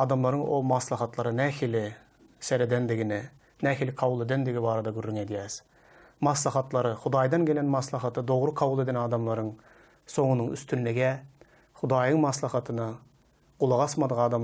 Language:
Turkmen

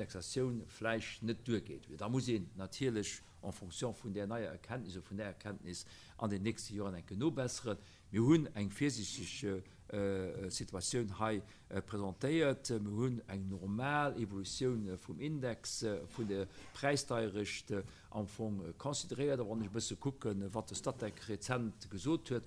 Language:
Luxembourgish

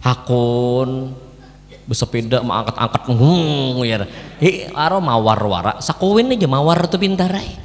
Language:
Banjar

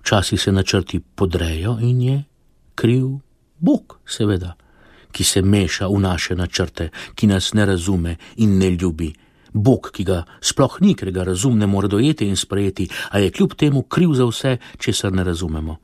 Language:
Slovenian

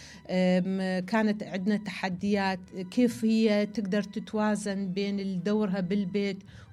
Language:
Mesopotamian Arabic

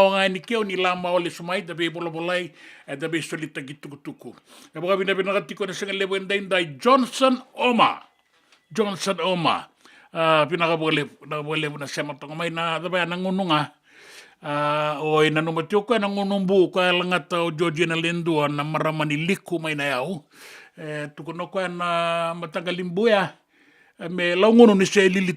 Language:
Fijian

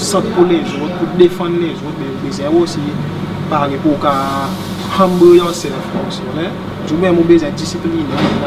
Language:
Seselwa Creole French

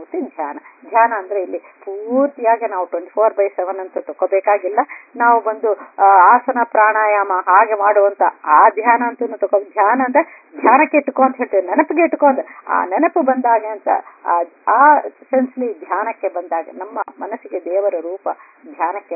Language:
Kannada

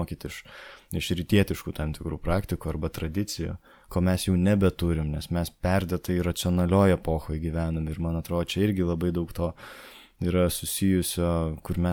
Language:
Lithuanian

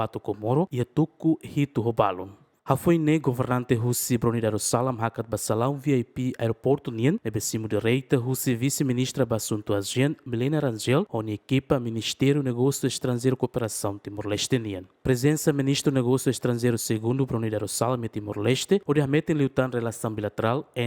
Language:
Tetum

